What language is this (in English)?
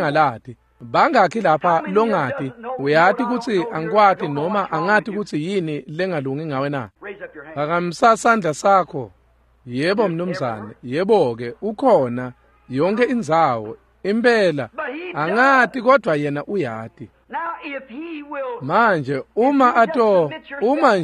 Swati